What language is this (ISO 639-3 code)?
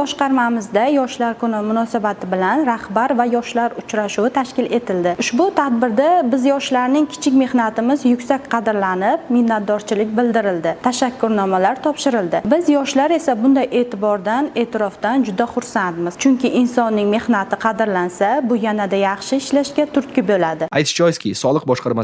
uzb